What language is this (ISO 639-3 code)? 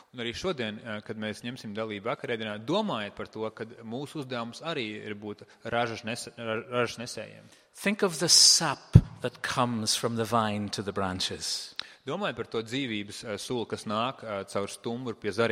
lav